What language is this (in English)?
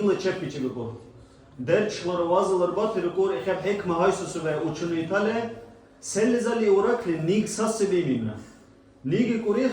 Dargwa